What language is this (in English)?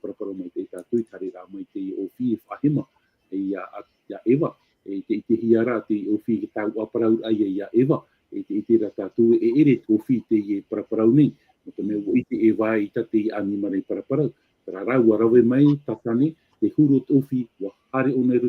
Tahitian